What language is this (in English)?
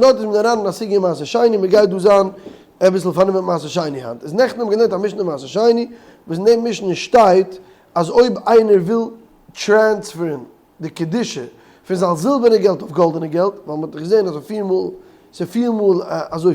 Yiddish